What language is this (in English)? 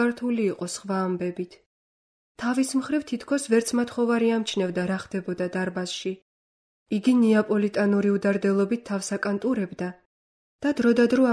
Georgian